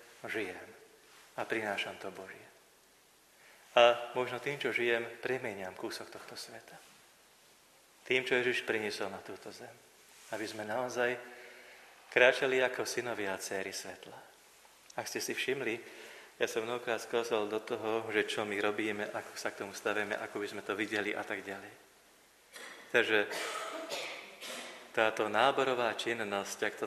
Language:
Slovak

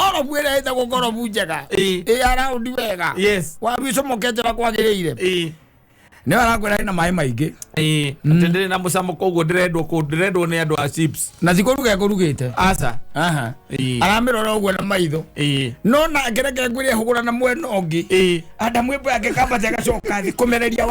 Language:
Kikuyu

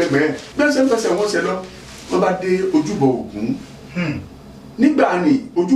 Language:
Yoruba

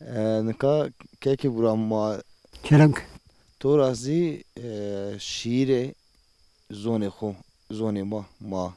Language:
Zaza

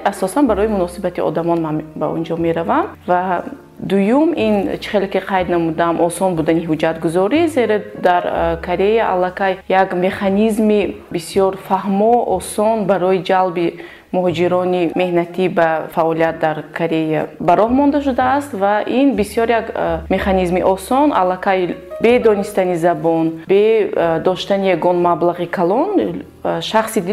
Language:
Tajik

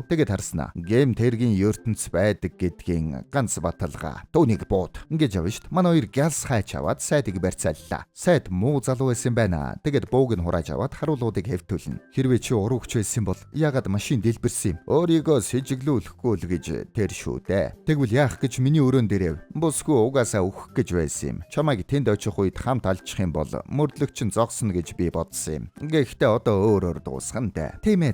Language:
Mongolian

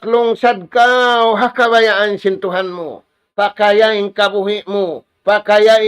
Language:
Tausug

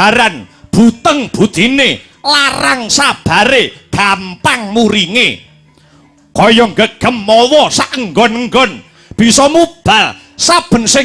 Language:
Javanese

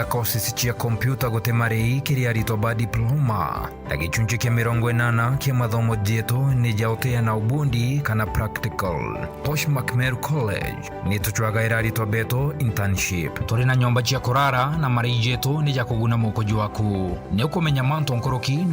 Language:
Meru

